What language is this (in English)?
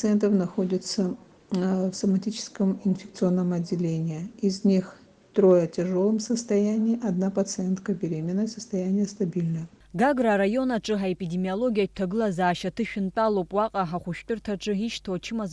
Abkhazian